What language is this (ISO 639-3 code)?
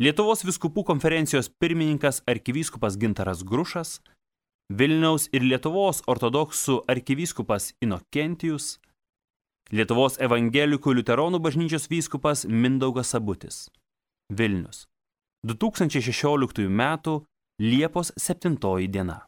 lit